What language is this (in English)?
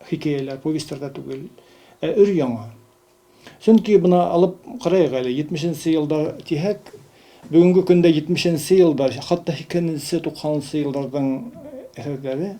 Bashkir